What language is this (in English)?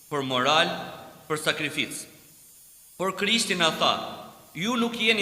Albanian